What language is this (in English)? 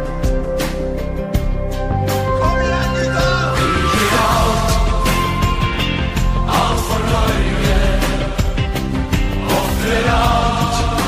Norwegian